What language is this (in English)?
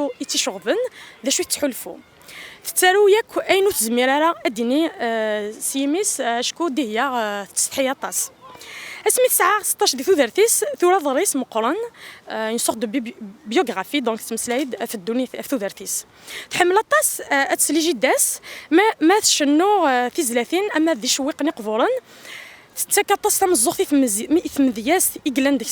Kabyle